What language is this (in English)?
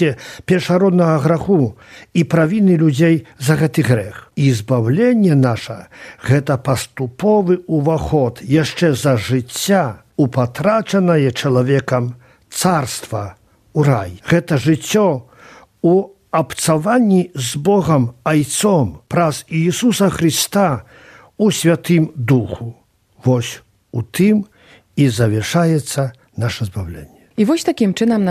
Belarusian